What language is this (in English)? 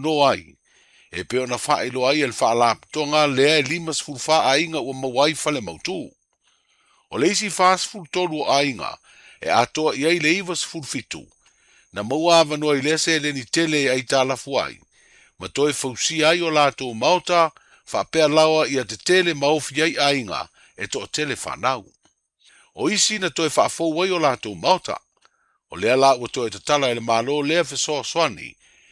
Samoan